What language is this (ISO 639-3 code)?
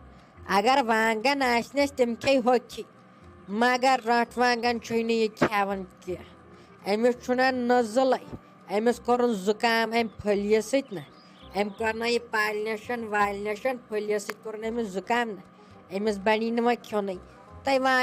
kas